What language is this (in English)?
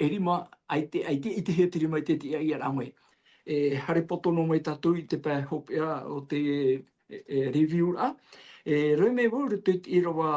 Tahitian